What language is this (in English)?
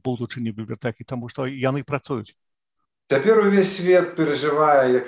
Belarusian